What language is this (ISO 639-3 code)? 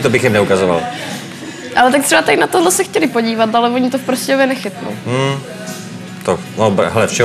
ces